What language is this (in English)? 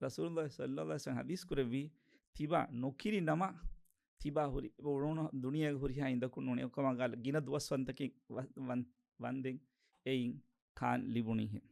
Divehi